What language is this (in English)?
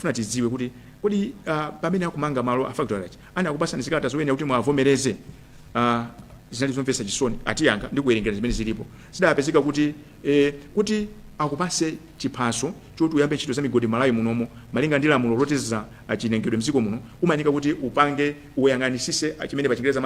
Nyanja